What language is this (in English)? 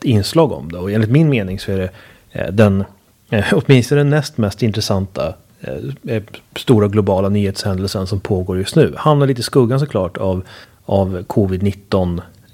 Swedish